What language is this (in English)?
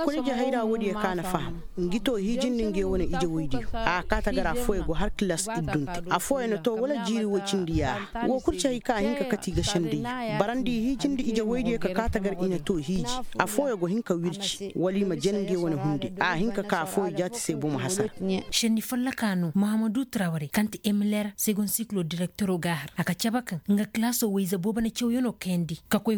Koyraboro Senni